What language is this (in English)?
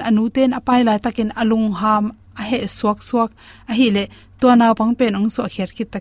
Tedim Chin